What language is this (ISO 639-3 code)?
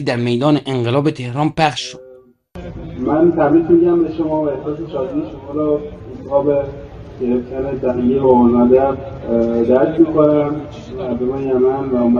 fas